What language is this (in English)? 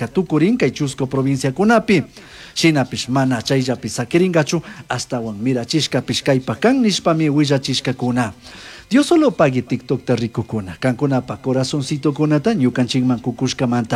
Chimborazo Highland Quichua